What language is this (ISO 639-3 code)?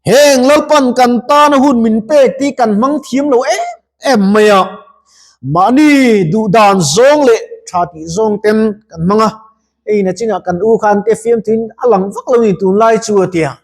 lus